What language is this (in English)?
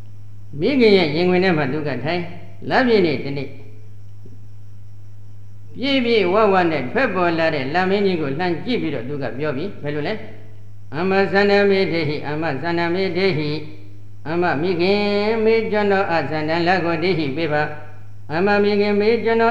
Burmese